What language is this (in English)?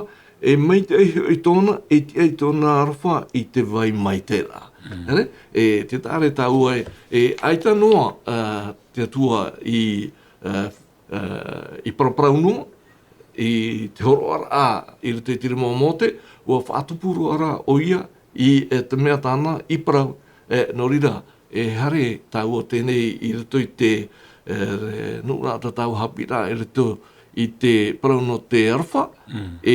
Tahitian